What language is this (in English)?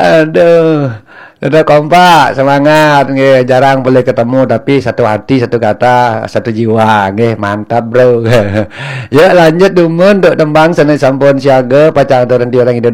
Balinese